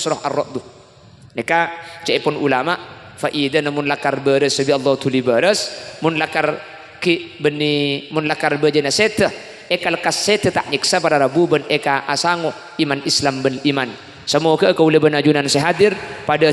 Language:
Madurese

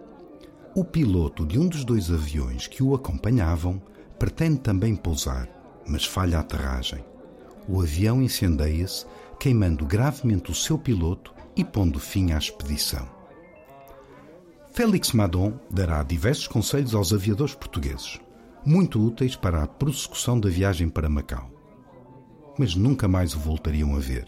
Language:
Portuguese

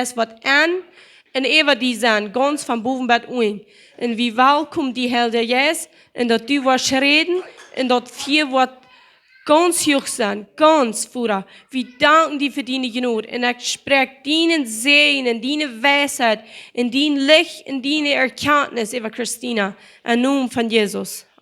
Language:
Plautdietsch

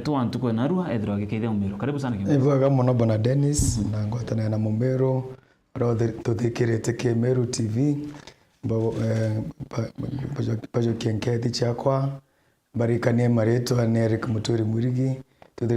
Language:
Meru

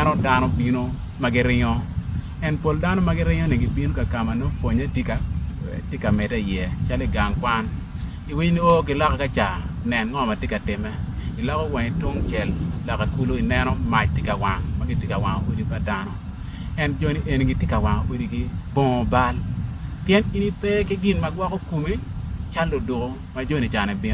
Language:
Acoli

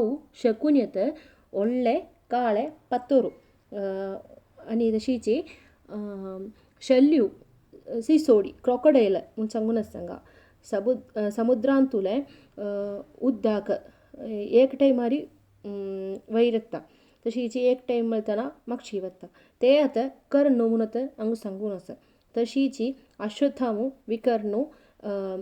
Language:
Konkani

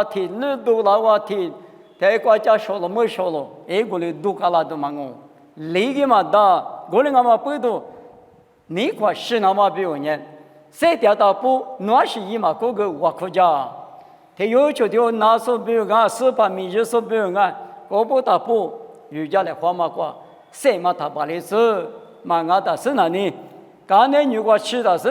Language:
Lisu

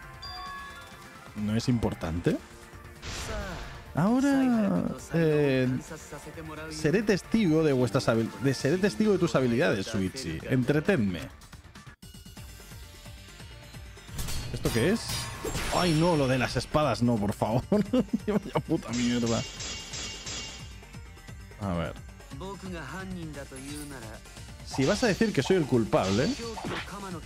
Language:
Spanish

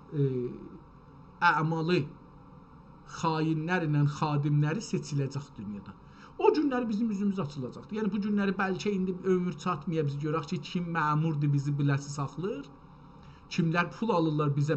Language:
South Azerbaijani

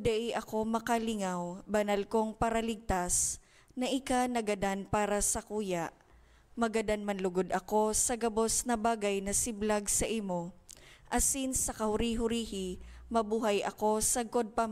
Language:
Bikol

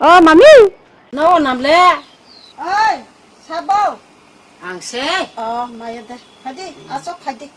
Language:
Kok Borok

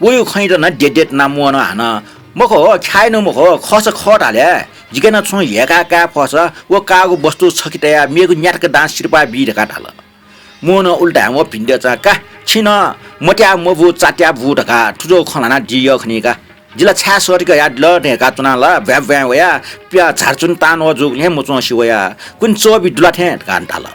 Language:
Newari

